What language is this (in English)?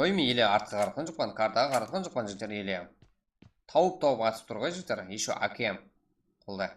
Kara-Kalpak